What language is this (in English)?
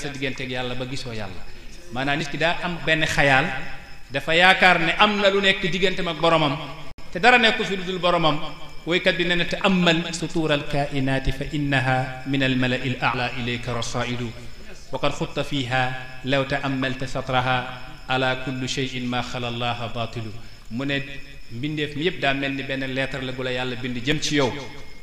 Wolof